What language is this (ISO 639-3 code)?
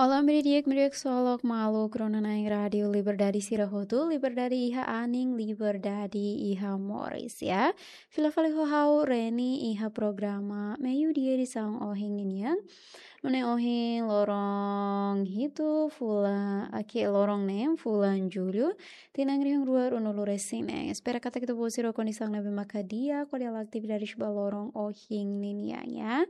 tet